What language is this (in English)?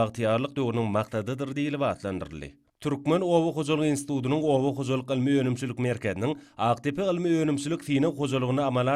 Turkmen